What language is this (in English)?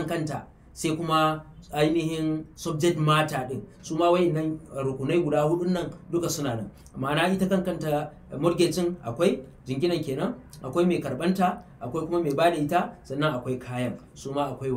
Hausa